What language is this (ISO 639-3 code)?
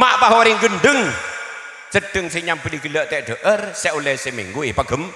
mad